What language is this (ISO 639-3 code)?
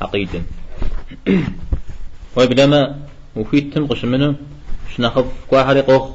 kbd